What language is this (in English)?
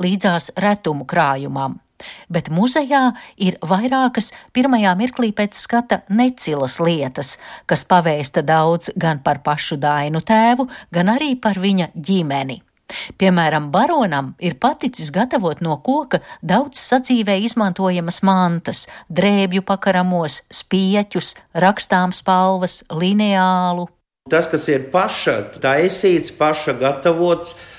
Latvian